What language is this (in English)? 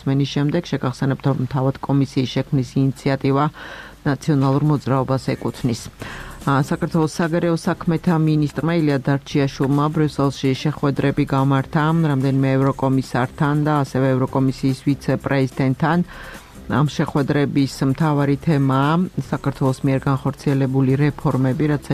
Georgian